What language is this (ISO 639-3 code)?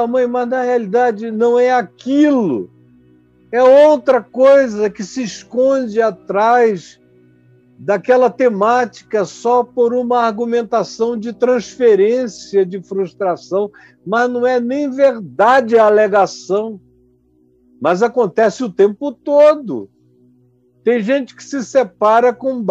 por